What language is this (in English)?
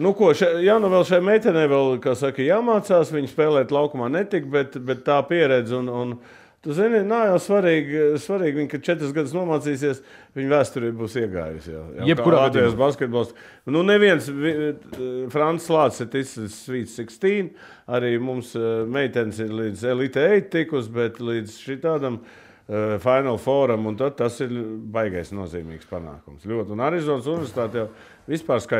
Latvian